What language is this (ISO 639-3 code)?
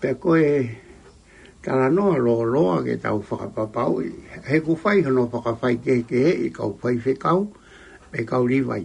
ton